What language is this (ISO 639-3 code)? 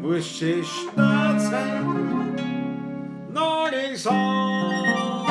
bar